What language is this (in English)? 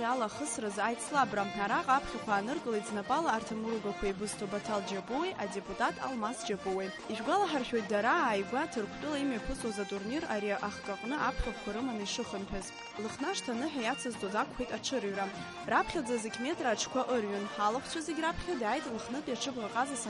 Abkhazian